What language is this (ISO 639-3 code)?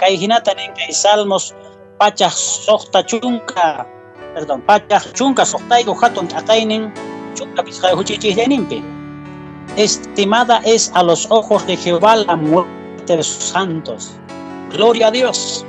que